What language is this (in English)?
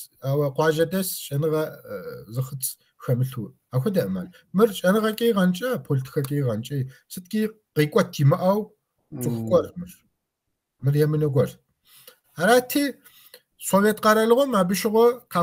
Kabardian